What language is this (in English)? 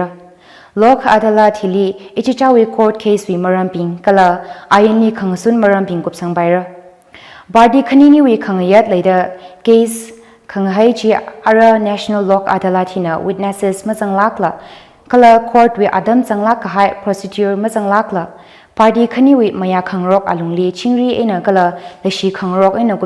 Tangkhul Naga (India)